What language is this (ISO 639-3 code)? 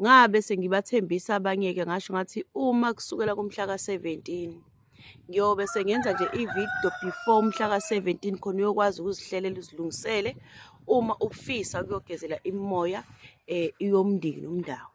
zul